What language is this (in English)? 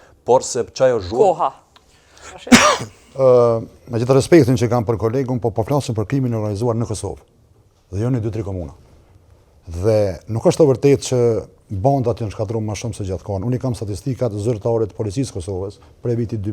Albanian